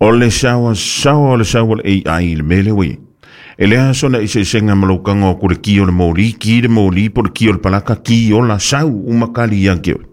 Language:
Samoan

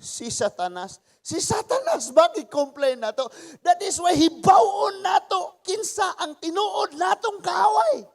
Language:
Cebuano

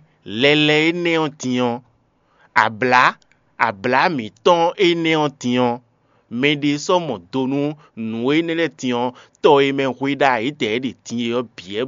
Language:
Fon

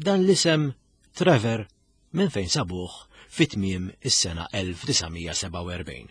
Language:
Maltese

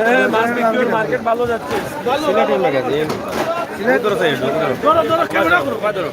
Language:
Sylheti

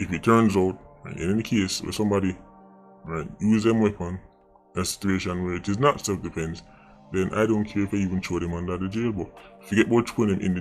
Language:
Jamaican Creole English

